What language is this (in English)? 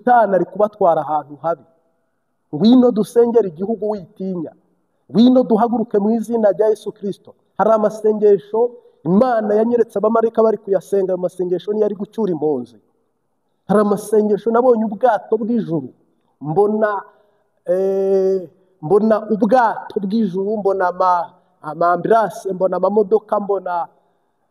Kinyarwanda